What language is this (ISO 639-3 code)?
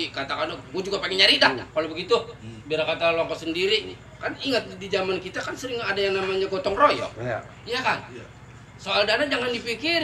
bew